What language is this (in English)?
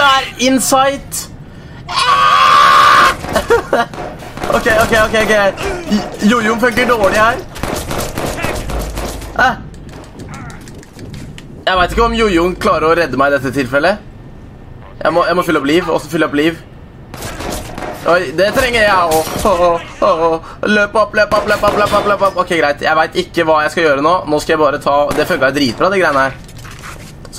Norwegian